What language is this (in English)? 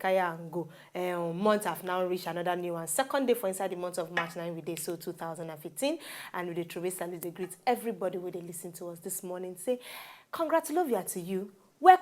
Nigerian Pidgin